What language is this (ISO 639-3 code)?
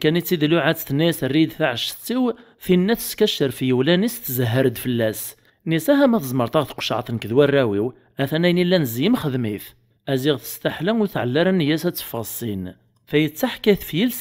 kab